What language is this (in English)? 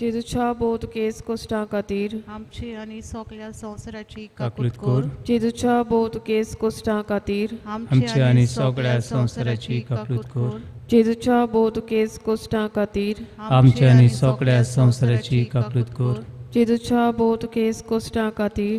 Konkani